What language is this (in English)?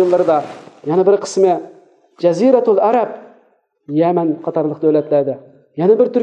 Uyghur